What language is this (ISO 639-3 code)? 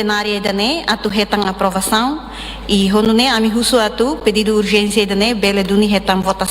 tet